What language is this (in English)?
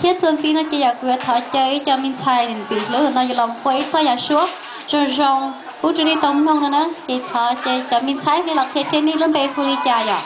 Hmong